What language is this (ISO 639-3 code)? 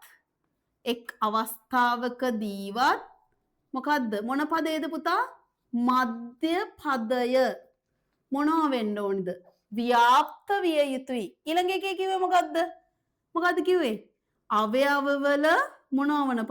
sin